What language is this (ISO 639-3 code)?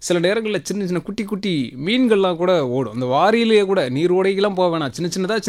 tam